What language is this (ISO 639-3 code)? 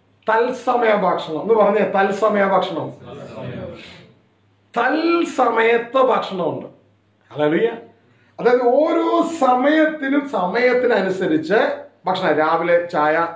mal